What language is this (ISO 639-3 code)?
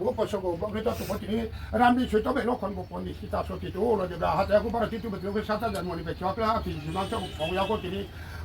ria